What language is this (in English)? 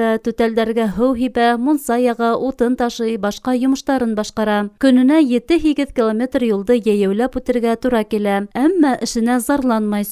Bashkir